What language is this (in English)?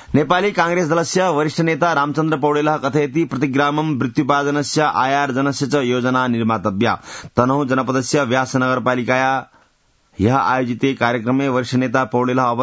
Sanskrit